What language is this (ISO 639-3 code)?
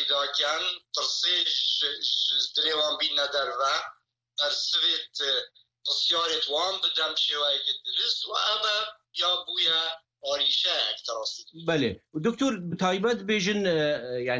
kur